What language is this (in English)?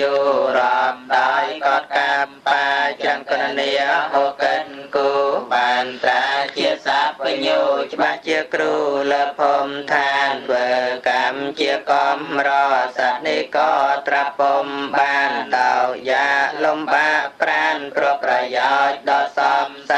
Khmer